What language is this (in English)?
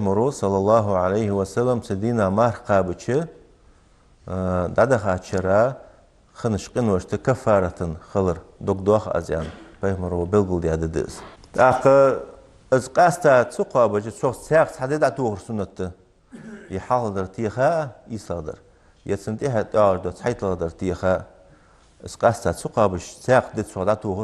Ingush